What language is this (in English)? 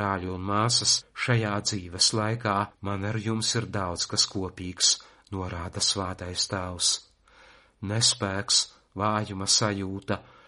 Latvian